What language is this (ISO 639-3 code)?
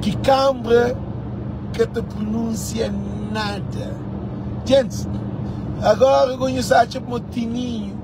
kea